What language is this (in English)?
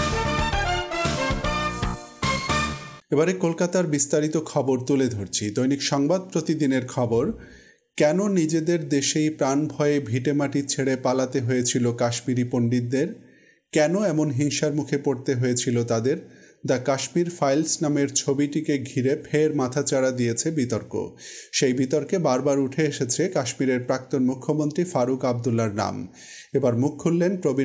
Bangla